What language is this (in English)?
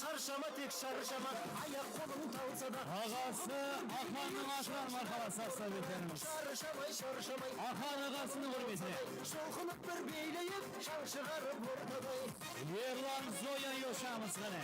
Kara-Kalpak